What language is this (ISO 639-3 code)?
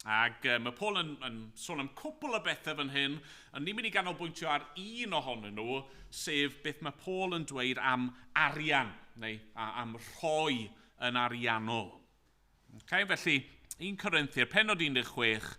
cym